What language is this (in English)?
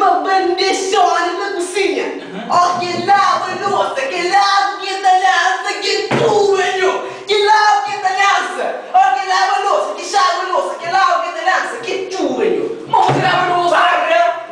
Kabuverdianu